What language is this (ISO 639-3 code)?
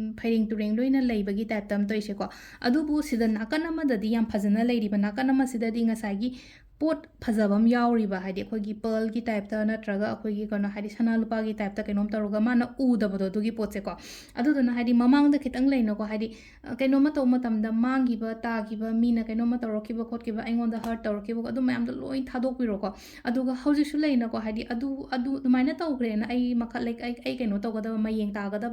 mni